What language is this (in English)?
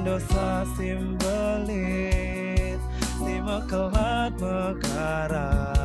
Batak Karo